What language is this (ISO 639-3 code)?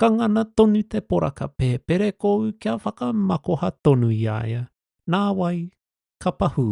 mri